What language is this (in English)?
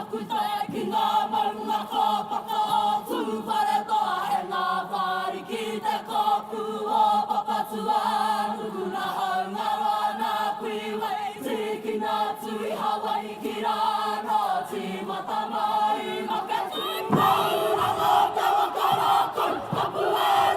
Māori